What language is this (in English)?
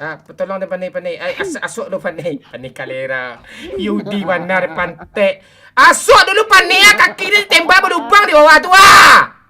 Minangkabau